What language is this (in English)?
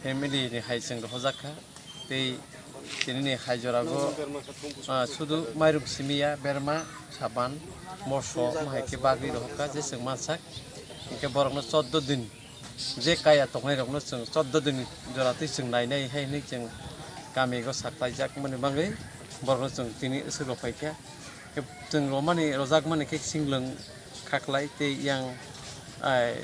Kok Borok